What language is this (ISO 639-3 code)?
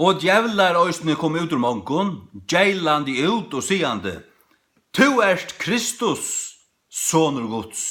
fao